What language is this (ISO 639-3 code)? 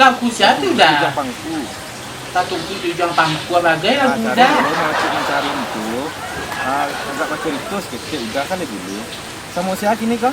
min